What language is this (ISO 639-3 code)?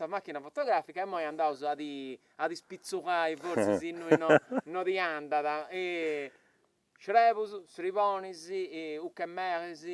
srd